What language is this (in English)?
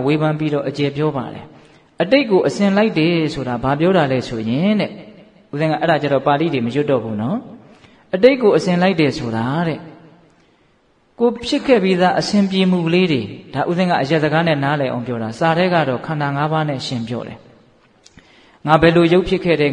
Burmese